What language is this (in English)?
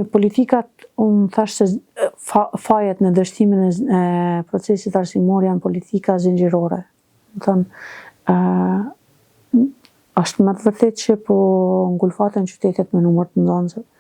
Albanian